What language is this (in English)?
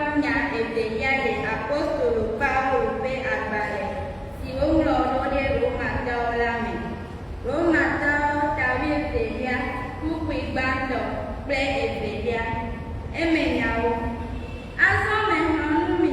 Ewe